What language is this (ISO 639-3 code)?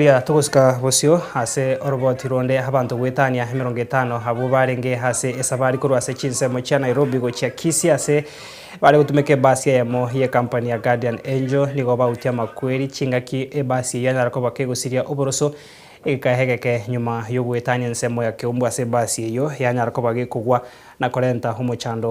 guz